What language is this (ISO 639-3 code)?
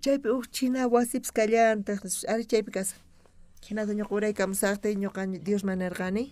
quh